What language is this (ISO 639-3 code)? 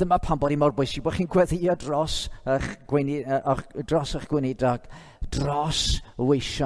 cym